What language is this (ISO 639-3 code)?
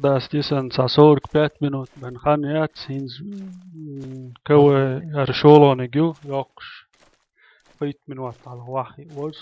che